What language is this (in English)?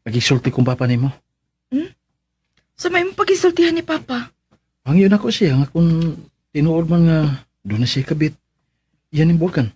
Cebuano